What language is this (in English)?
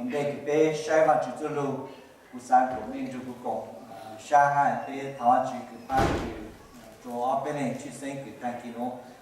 Hmong